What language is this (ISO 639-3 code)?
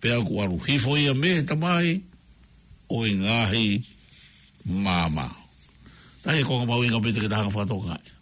ton